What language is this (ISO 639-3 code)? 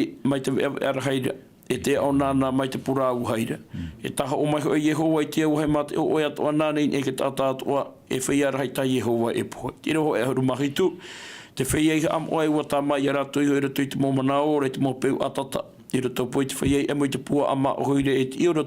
tah